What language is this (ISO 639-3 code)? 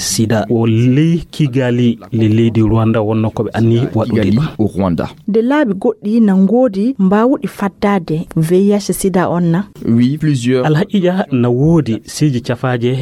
ful